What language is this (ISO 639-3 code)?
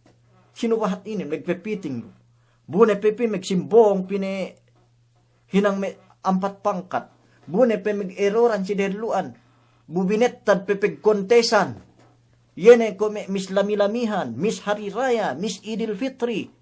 yka